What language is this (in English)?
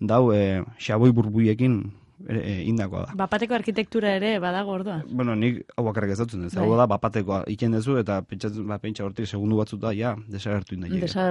Basque